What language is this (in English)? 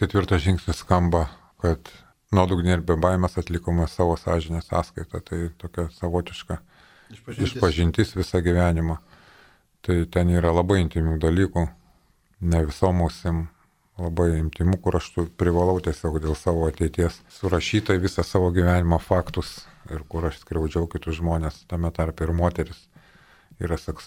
Lithuanian